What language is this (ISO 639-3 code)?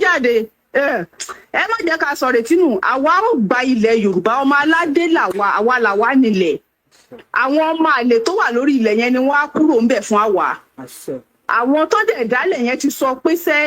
yor